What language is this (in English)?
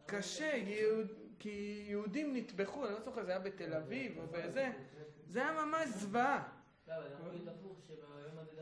Hebrew